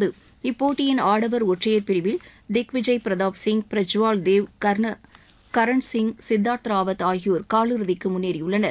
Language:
Tamil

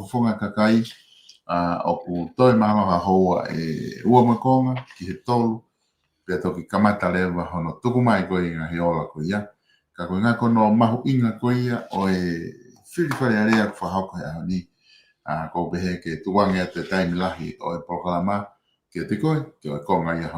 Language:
Tongan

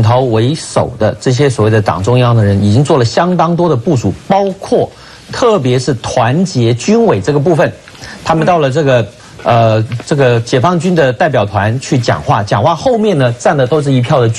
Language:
Chinese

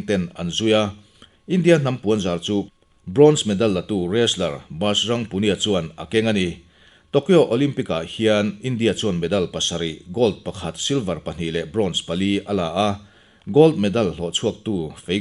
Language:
Mizo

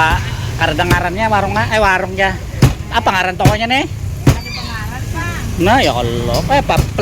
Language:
Banjar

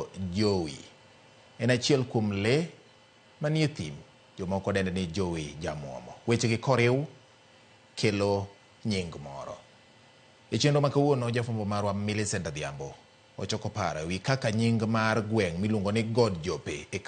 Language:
Luo (Kenya and Tanzania)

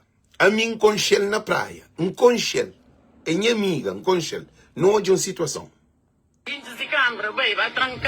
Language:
Kabuverdianu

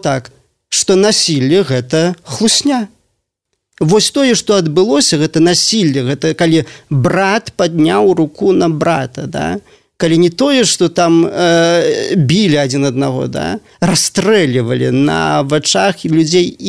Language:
Belarusian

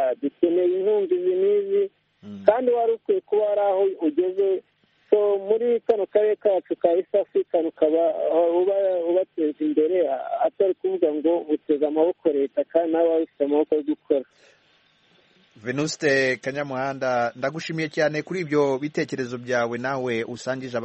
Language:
Kinyarwanda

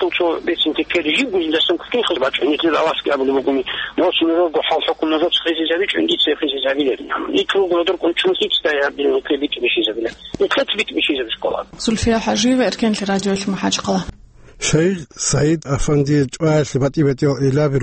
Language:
Avaric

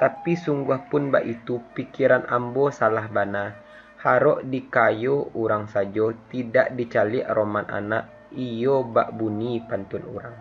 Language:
Minangkabau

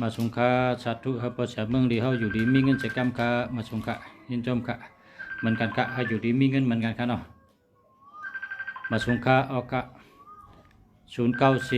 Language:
Shan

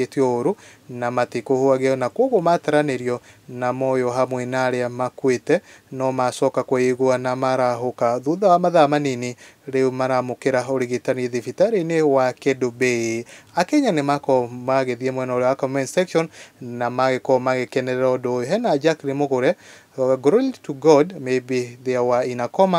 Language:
Kikuyu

